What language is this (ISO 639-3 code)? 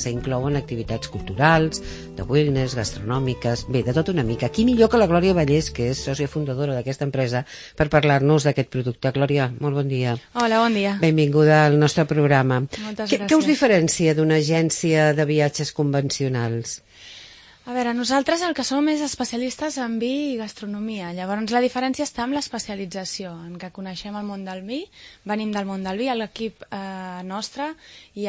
cat